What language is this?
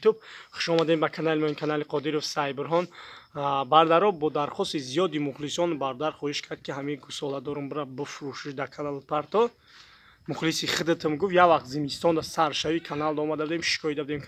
Tajik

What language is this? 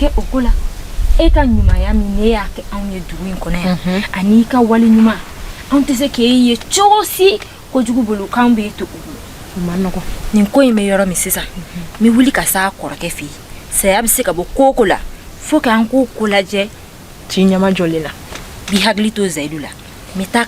Bambara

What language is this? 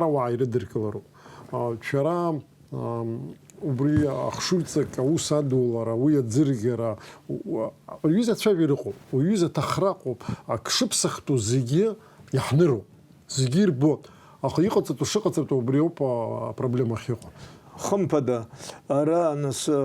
Abkhazian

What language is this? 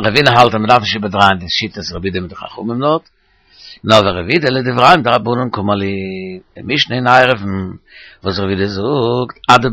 Yiddish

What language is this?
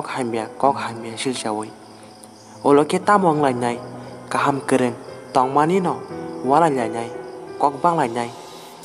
Kok Borok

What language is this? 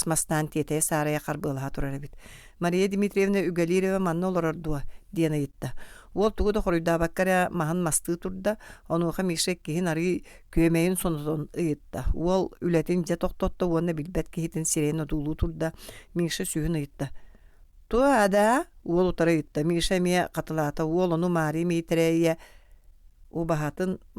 Yakut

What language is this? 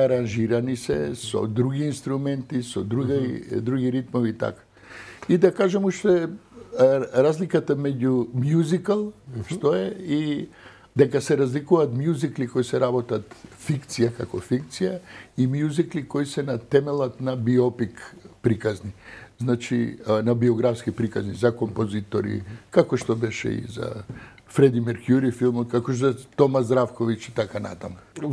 Macedonian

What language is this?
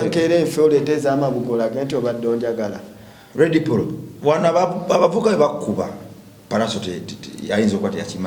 Ganda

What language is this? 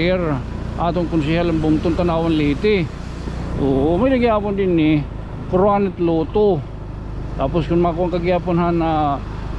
Waray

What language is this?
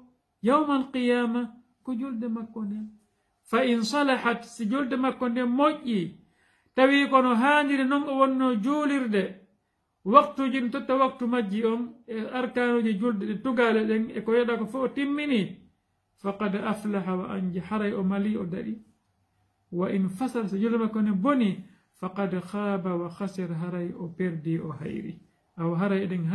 Fula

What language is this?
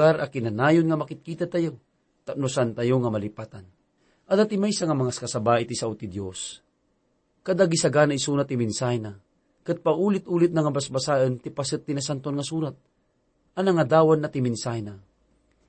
Iloko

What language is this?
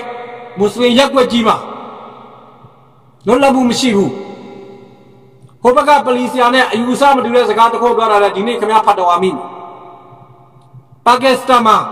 Burmese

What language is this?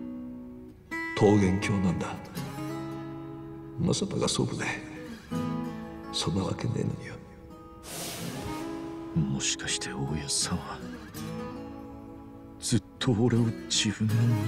Japanese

